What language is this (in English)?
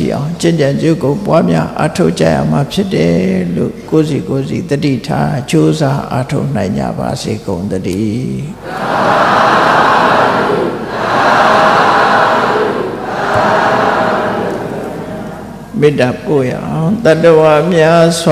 Burmese